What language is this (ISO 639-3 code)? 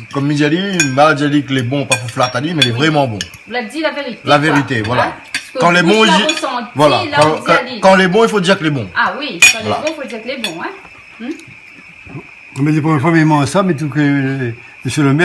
rcf